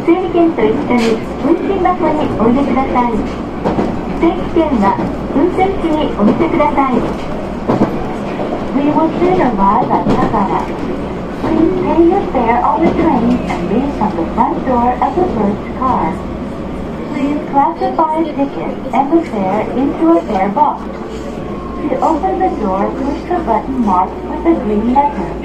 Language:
Japanese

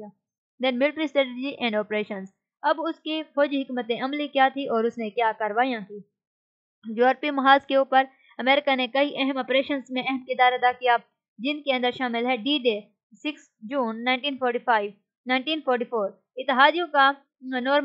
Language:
Urdu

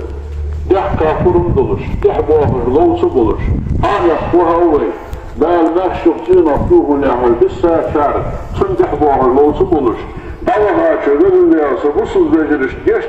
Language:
Ingush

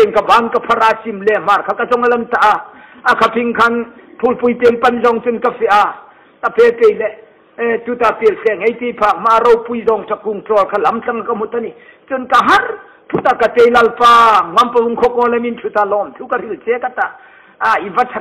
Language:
Hmar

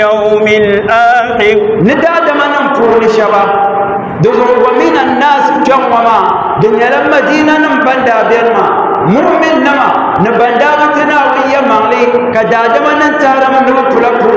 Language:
Dagbani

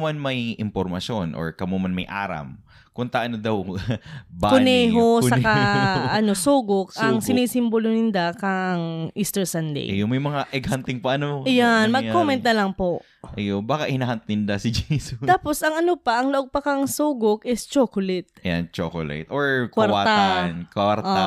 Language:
Bikol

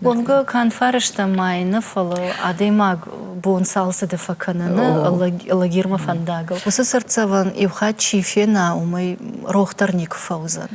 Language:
Ossetic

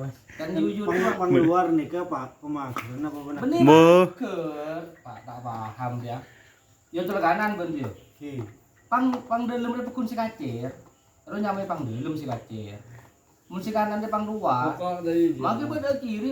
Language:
Madurese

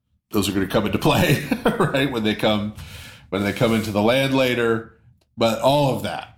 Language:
English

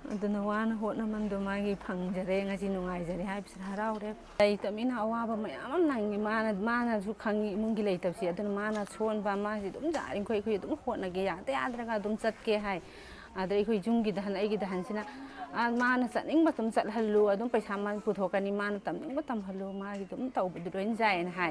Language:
Manipuri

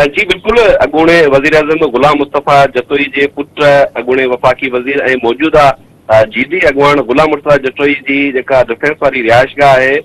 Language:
Sindhi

